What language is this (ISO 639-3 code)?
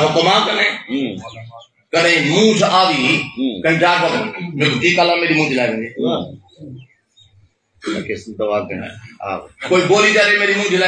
skr